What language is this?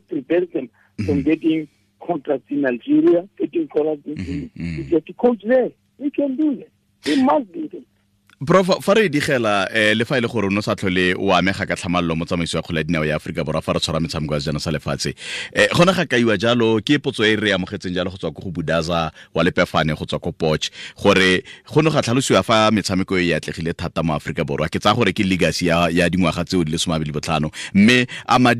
Tswana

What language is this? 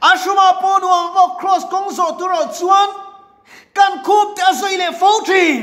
Mizo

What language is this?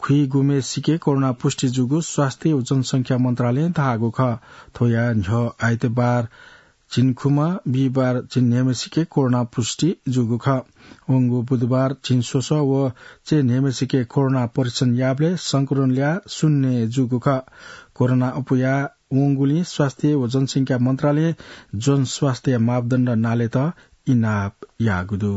Newari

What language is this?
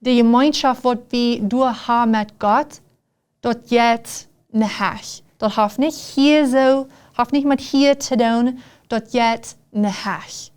Plautdietsch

